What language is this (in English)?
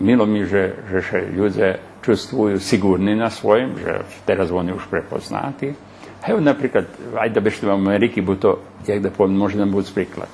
Rusyn